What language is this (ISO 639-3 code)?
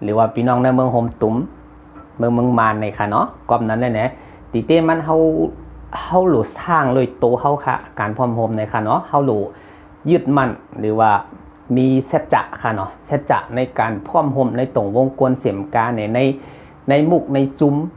shn